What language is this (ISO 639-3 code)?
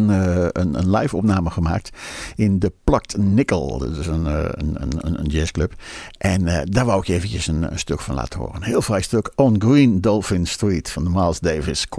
nld